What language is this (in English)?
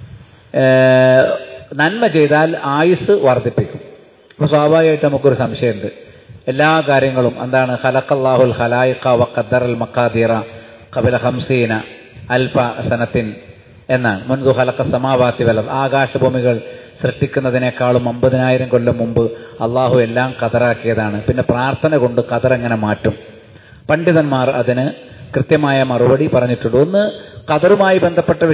Malayalam